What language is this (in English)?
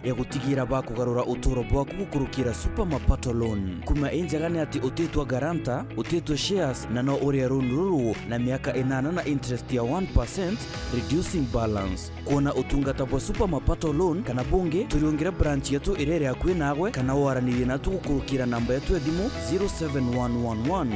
Meru